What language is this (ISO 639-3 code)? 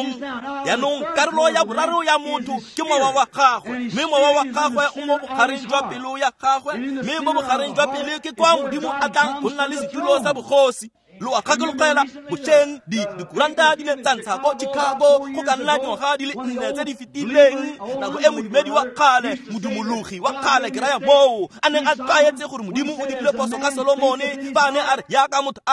tsn